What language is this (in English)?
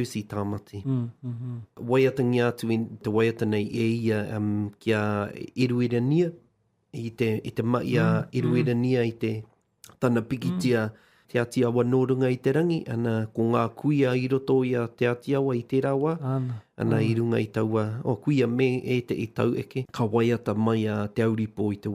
Māori